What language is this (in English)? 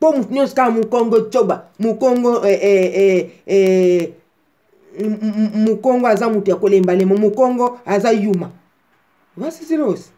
Lingala